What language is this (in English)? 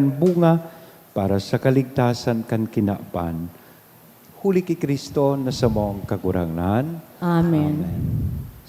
Bikol